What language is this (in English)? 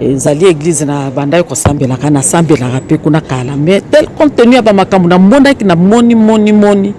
Lingala